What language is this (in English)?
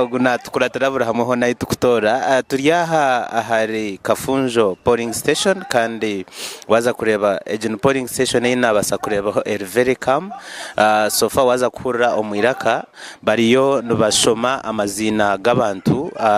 Nyankole